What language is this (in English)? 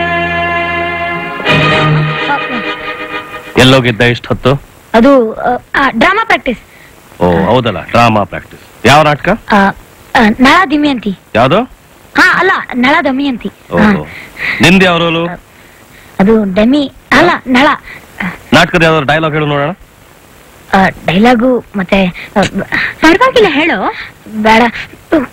Kannada